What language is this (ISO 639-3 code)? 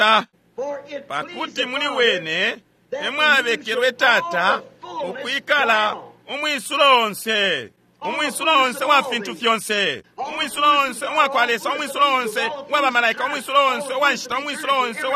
bem